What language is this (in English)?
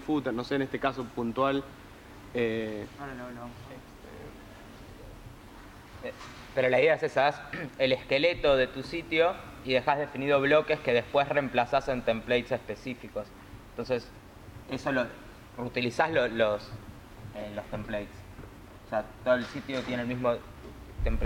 Spanish